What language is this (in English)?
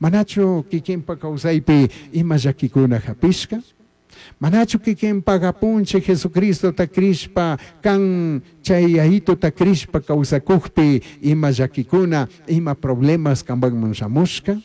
Chimborazo Highland Quichua